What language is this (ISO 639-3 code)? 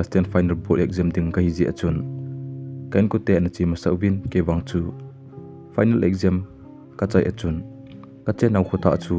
tcz